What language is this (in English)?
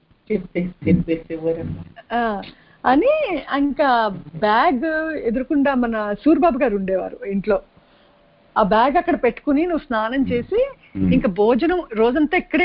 Telugu